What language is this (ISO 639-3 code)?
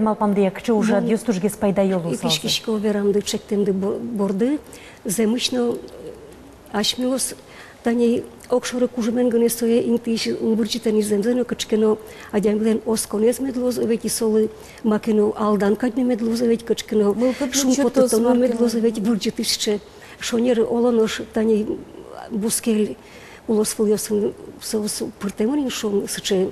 udm